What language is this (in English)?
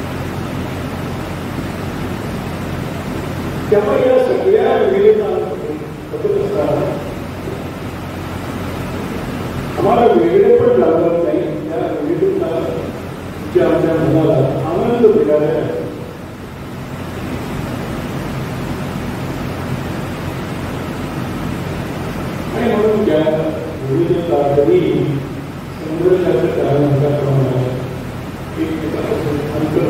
Marathi